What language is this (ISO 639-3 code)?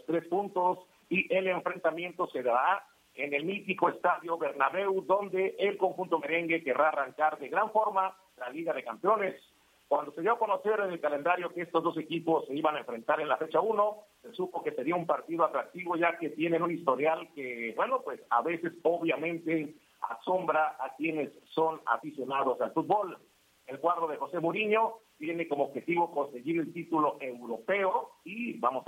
spa